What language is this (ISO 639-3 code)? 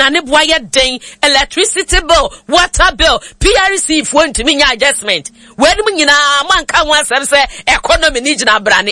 aka